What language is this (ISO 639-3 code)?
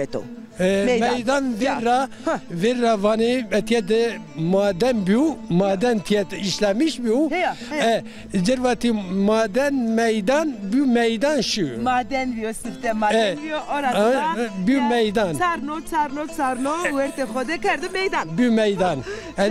zza